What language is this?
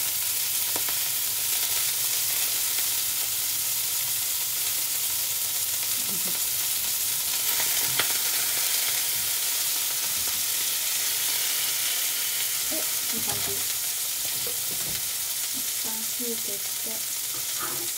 Japanese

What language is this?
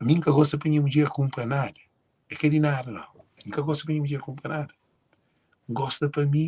Kabuverdianu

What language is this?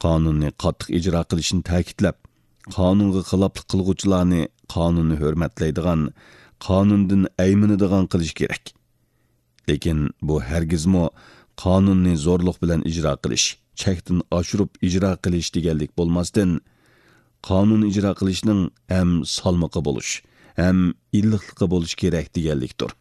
Uyghur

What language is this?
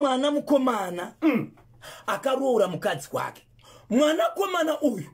Shona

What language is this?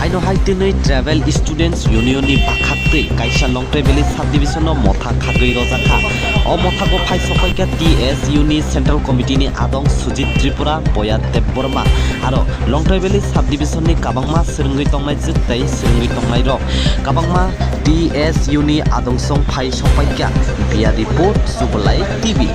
Kok Borok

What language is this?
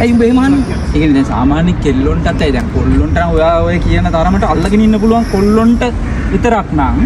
Sinhala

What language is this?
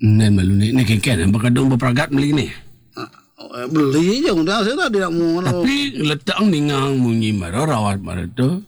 Balinese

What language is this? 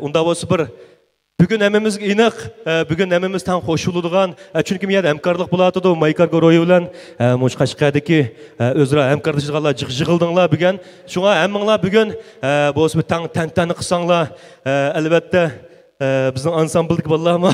Uyghur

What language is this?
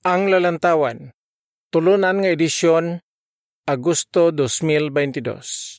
Hiligaynon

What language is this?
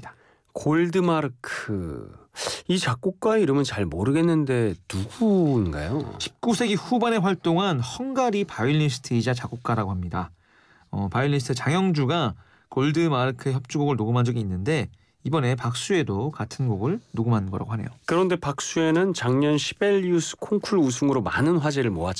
Korean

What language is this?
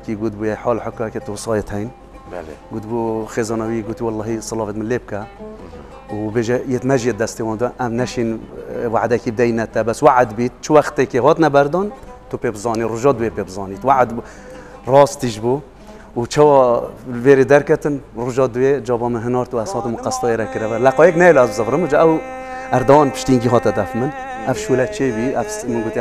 Kurdish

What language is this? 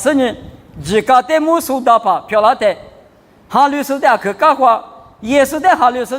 Lisu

